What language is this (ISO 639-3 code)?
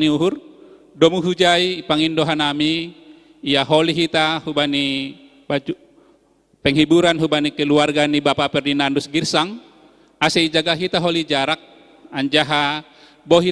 bts